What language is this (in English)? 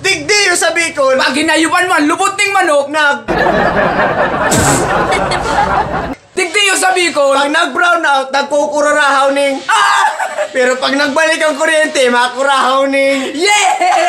Bikol